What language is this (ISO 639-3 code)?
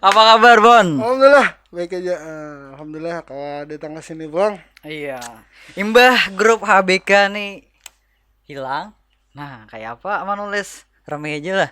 bjn